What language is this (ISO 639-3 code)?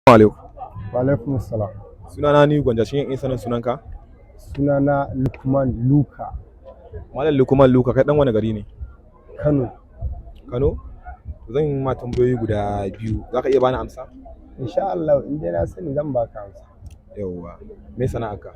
hau